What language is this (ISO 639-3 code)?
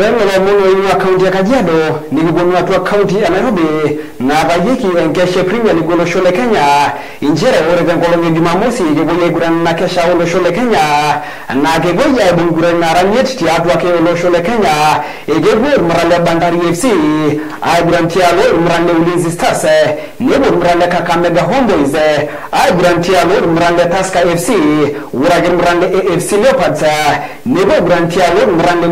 mas